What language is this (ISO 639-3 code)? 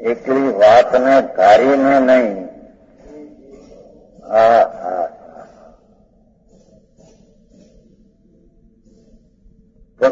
guj